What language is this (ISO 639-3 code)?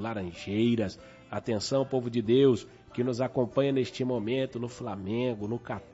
por